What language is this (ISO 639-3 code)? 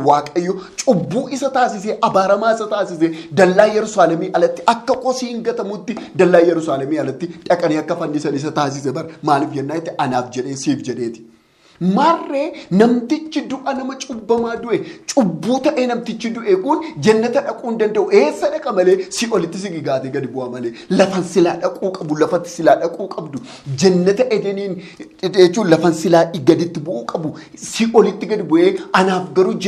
orm